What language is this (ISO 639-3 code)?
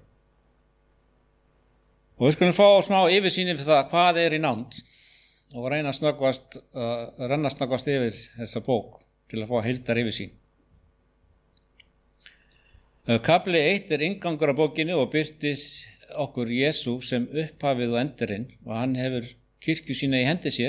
isl